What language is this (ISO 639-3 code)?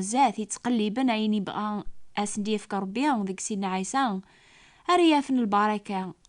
kab